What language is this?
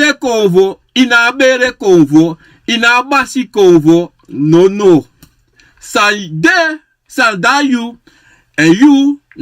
Sranan Tongo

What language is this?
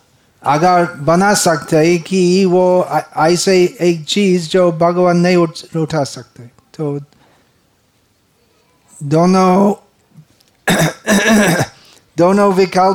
Hindi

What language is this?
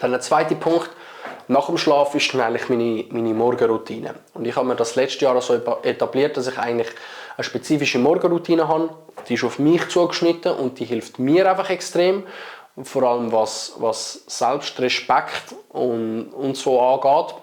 Swiss German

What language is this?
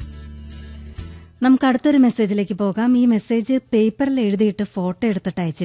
Malayalam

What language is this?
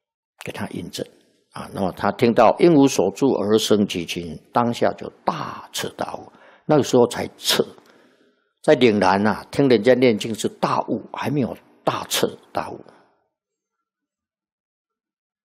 Chinese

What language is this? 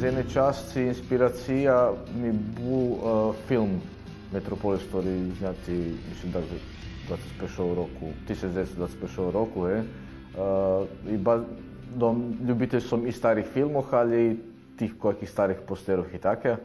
Rusyn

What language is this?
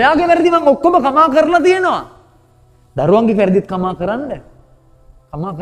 Sinhala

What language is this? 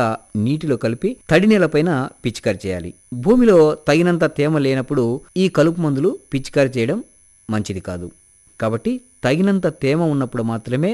Telugu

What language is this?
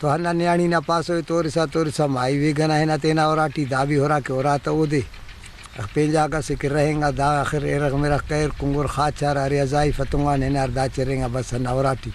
Brahui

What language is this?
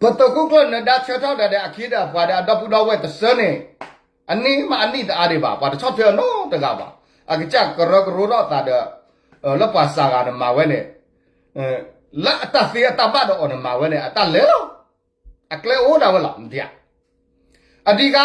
S'gaw Karen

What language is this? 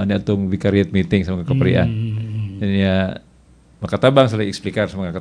Cebuano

